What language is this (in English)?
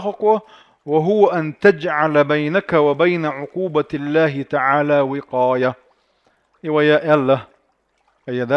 Chechen